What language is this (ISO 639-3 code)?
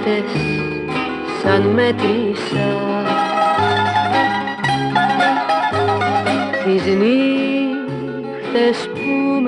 ell